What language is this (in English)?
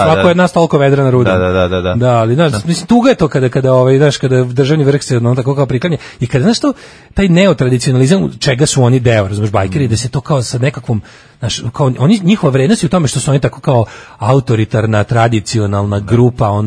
Serbian